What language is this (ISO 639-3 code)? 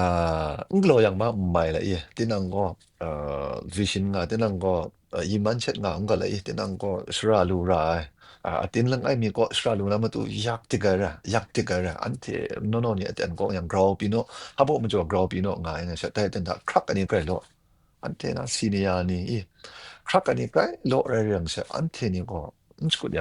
kac